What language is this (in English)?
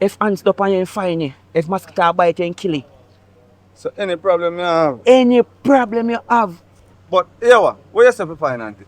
Jamaican Creole English